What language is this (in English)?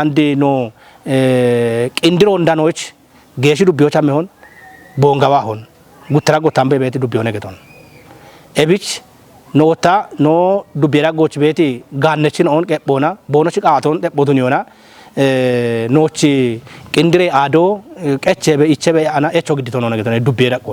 Kafa